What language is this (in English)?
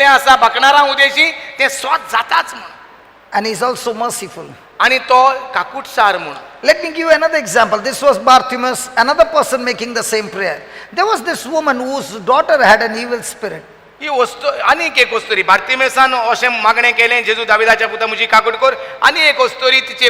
Konkani